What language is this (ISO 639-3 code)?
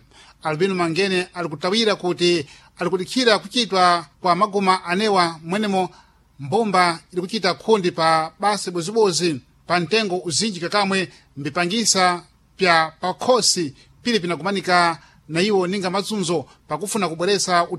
seh